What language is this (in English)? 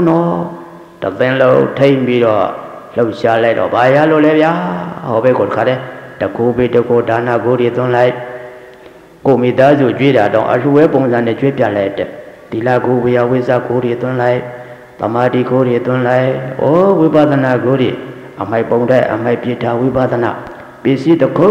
Burmese